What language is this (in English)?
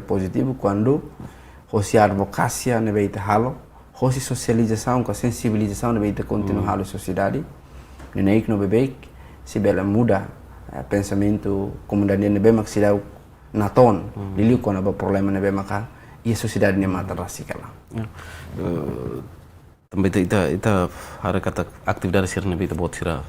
Tetum